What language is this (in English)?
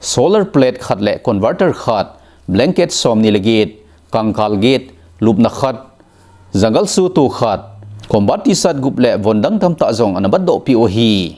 Thado Chin